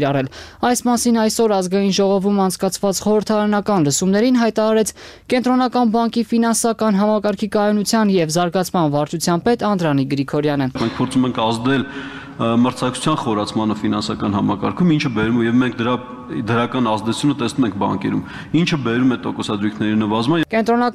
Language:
Armenian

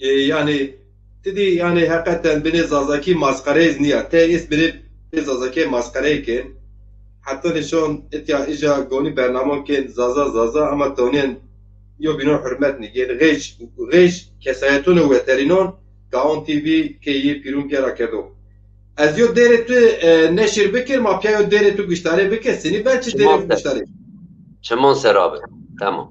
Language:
Zaza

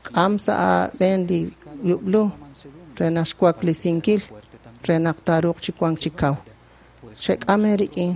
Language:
Kekchí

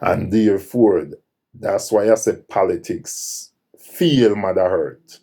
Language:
Jamaican Creole English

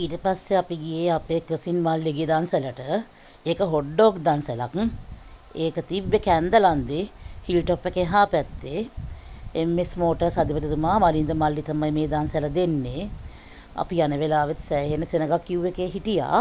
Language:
Sinhala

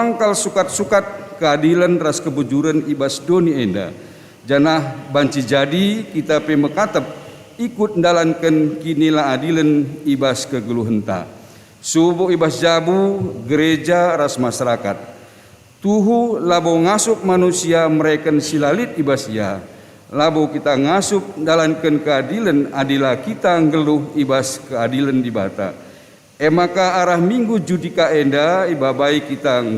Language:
Batak Karo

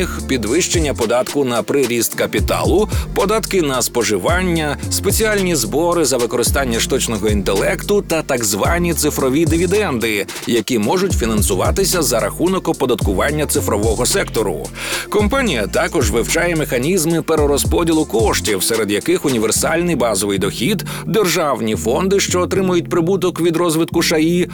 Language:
Ukrainian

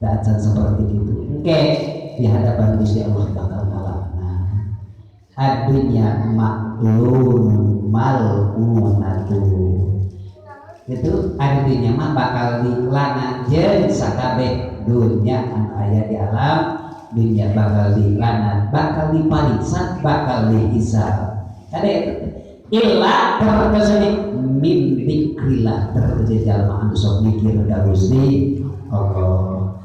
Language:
Sundanese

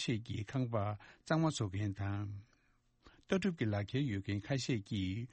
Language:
Tibetan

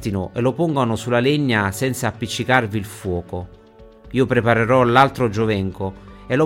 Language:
Italian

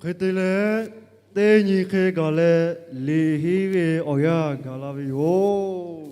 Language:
Lahu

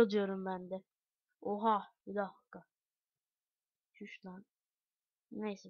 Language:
Turkish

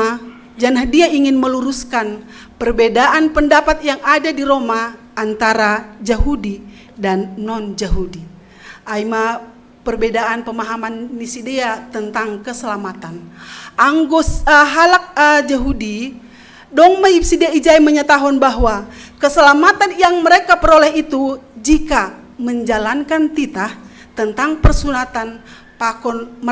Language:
Batak Simalungun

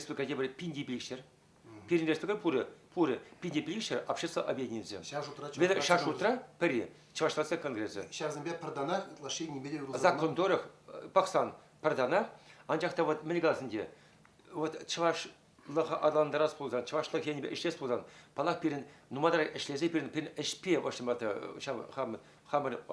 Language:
Chuvash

